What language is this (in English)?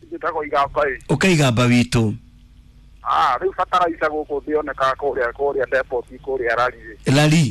Kikuyu